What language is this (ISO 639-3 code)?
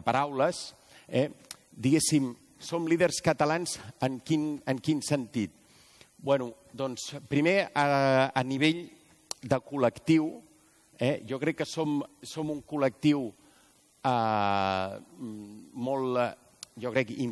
cat